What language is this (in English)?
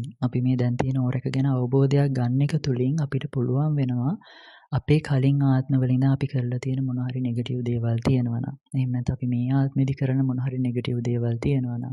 Sinhala